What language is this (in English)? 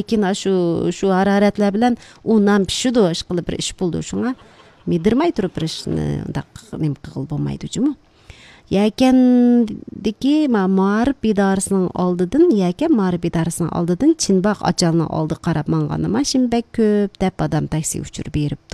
Uyghur